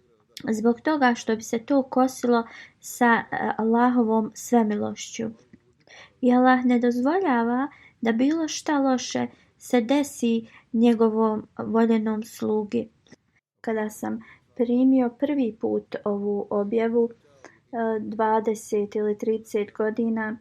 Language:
Bosnian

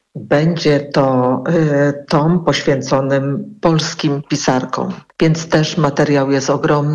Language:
Polish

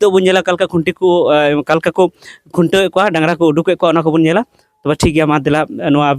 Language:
Santali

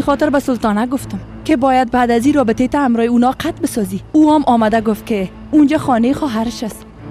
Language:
Persian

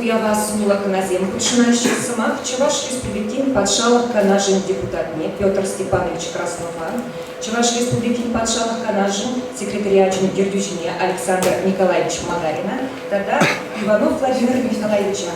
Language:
Chuvash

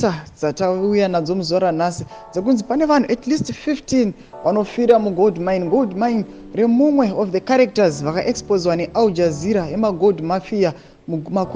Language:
Shona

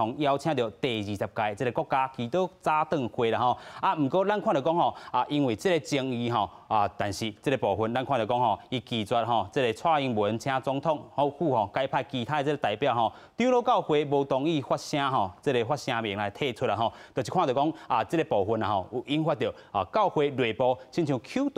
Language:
Min Nan Chinese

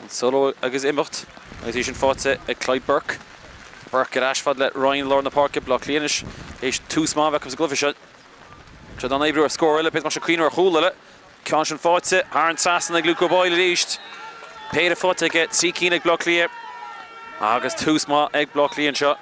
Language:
Irish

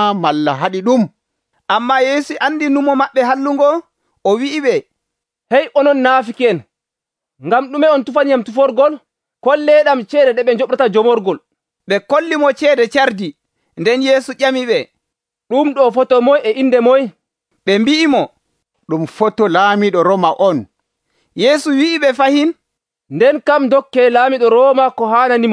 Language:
Nigerian Fulfulde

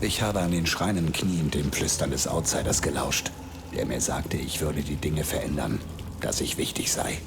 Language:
Bavarian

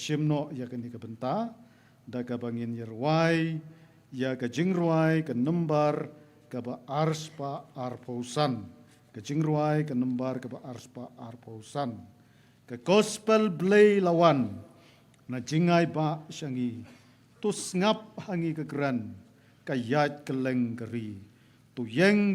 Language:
Khasi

